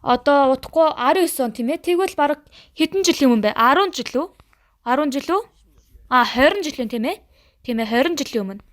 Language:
Mongolian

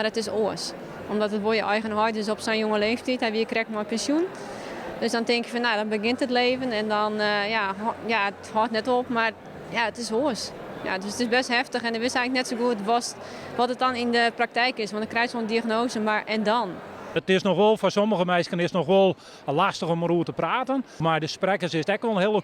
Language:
Western Frisian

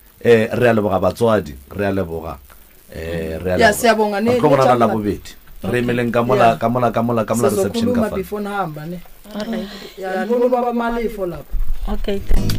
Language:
Northern Sotho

